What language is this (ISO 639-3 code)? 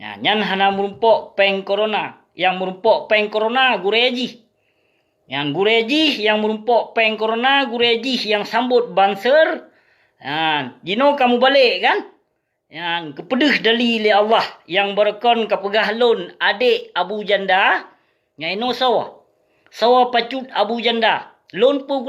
ace